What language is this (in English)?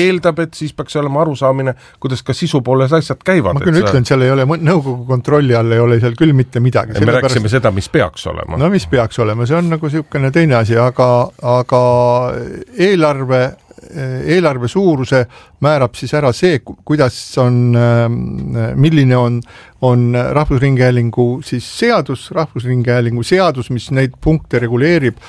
Estonian